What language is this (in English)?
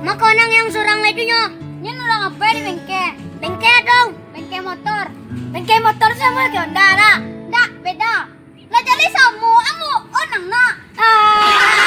Minangkabau